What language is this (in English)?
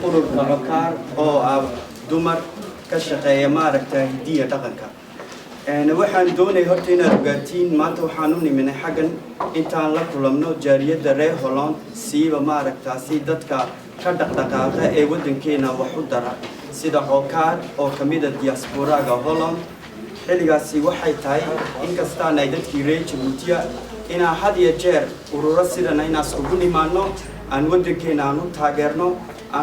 Somali